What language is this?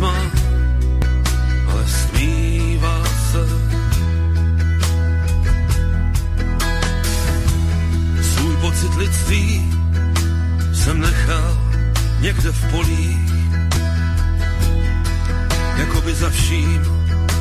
Czech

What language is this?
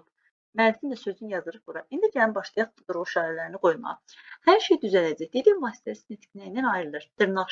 Azerbaijani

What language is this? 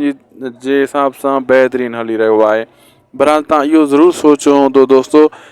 Sindhi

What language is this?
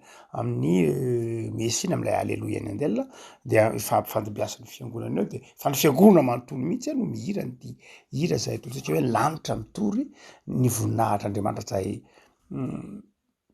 Malagasy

